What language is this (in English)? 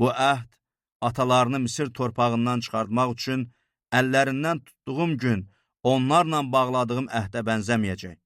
Azerbaijani